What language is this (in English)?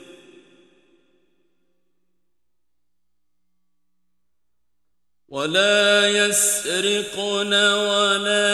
Arabic